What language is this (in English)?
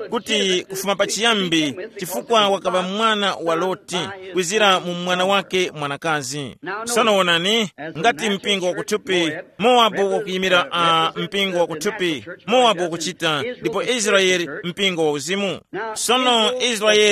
Tumbuka